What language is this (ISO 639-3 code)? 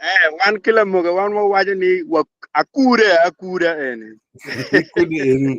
ach